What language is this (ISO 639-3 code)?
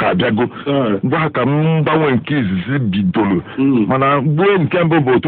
ibo